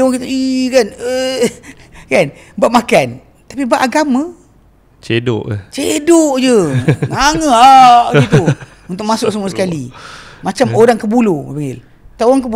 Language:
Malay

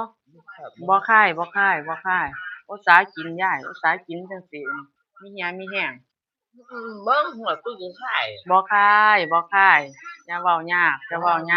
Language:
Northeastern Thai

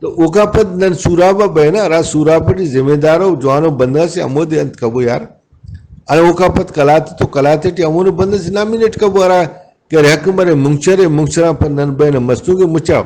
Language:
Brahui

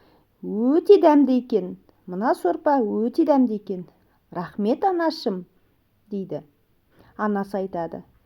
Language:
Kazakh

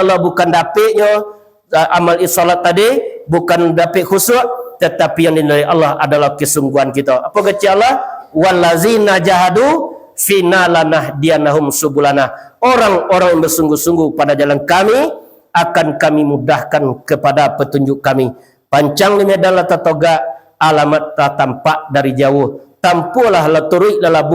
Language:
Minangkabau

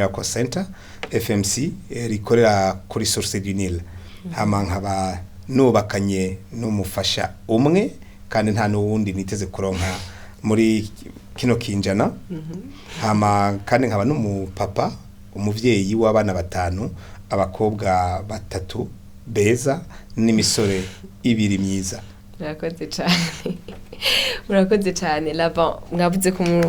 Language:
Rundi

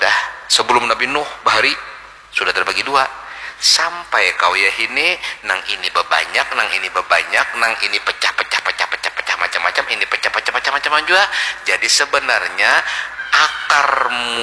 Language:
Banjar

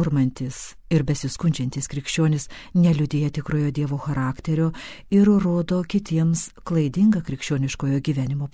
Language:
Lithuanian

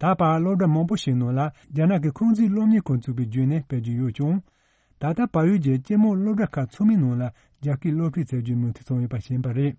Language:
Tibetan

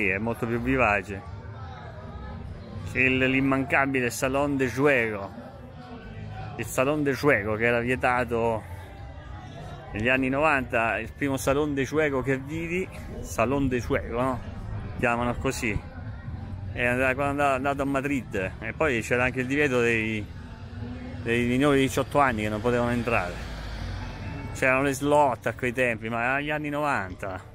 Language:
Italian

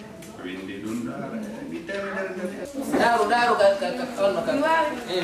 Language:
Fula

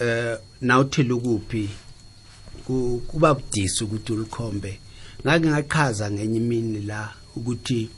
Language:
South Ndebele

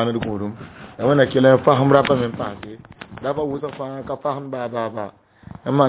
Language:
Mossi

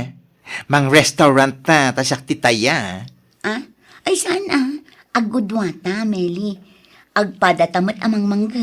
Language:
Iloko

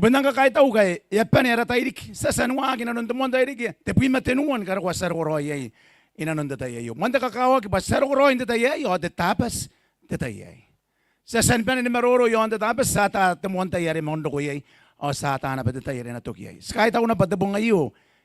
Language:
Gilbertese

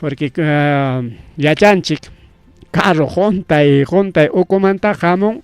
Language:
Ayacucho Quechua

